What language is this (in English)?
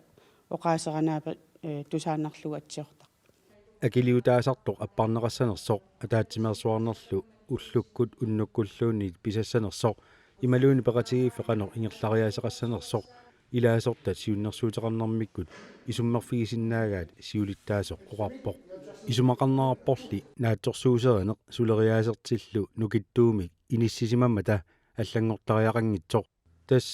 Kalaallisut